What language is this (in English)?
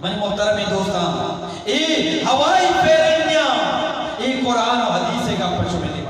Eastern Balochi